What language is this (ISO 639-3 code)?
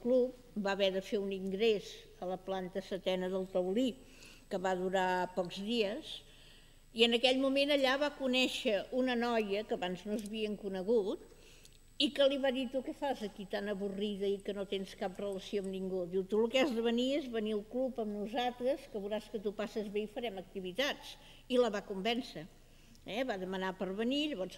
cat